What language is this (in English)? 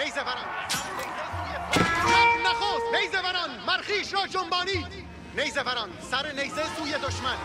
Persian